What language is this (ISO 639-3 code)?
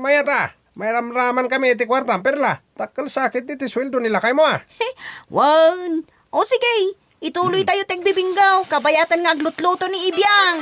ilo